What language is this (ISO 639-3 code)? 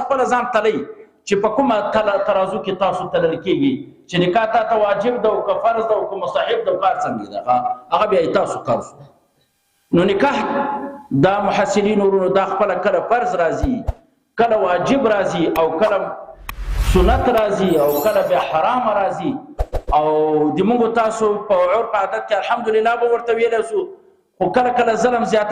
pus